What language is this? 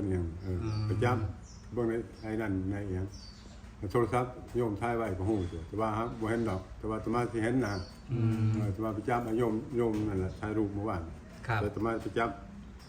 Northeastern Thai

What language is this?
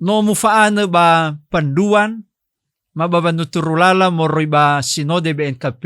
Nias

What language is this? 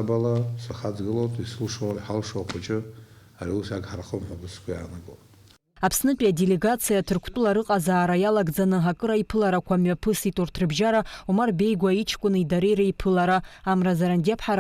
Abkhazian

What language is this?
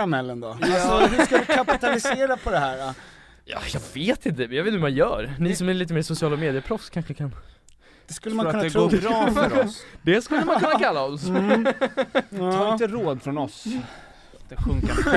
Swedish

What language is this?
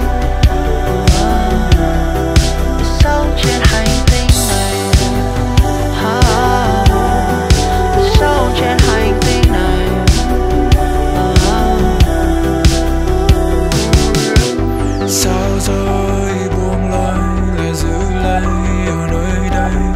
Vietnamese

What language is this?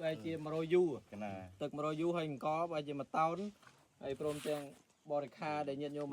Khmer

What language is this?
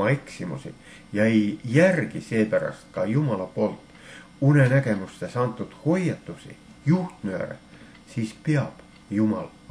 Estonian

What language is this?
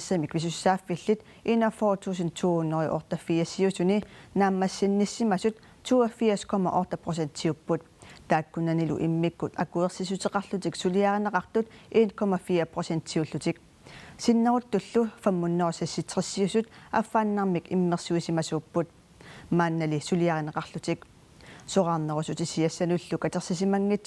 Kalaallisut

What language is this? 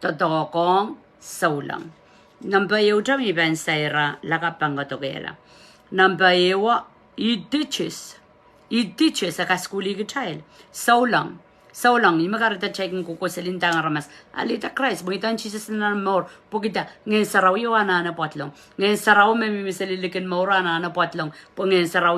Pohnpeian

